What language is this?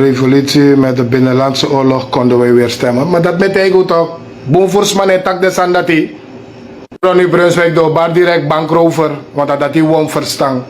Sranan Tongo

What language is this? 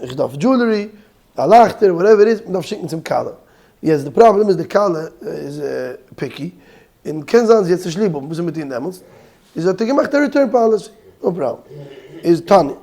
Yiddish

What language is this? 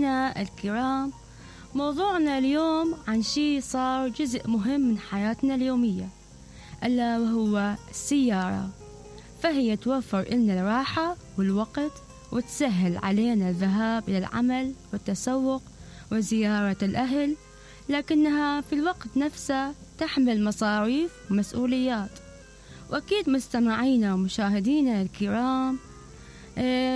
Mesopotamian Arabic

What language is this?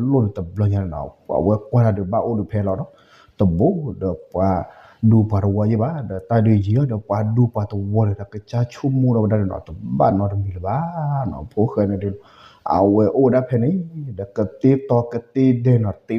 S'gaw Karen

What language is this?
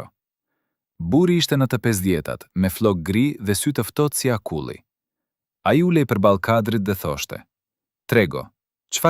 Albanian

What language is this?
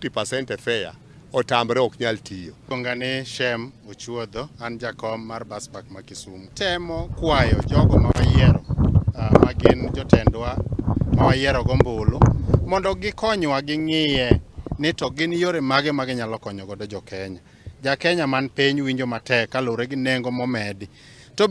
Luo (Kenya and Tanzania)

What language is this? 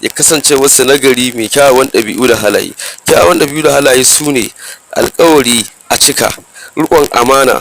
Hausa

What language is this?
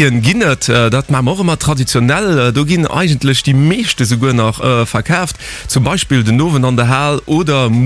Luxembourgish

